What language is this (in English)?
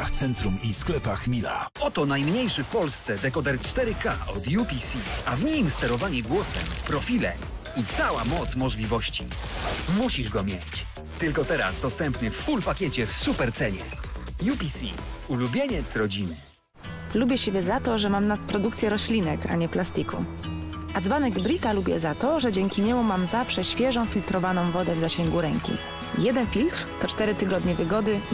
Polish